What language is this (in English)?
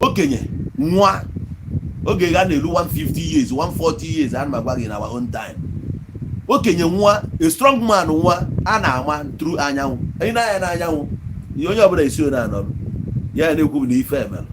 Igbo